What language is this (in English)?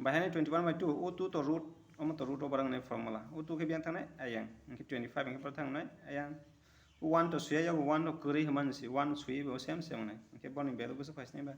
Kok Borok